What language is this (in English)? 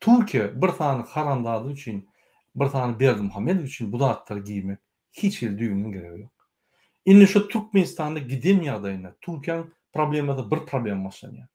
Turkmen